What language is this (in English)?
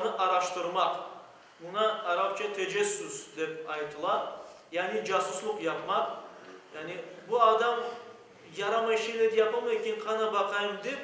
Crimean Tatar